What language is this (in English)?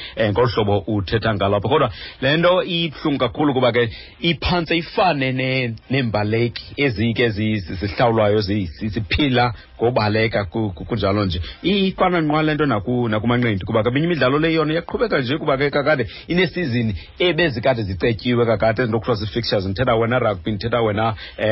Xhosa